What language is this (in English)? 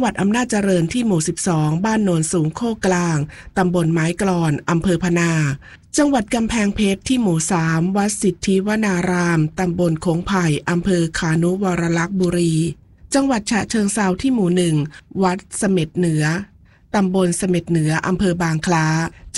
Thai